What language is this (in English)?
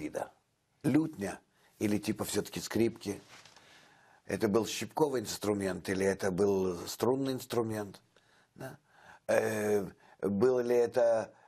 Russian